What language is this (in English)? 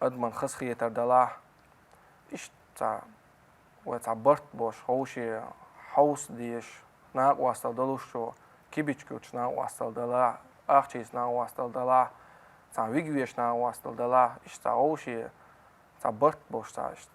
Chechen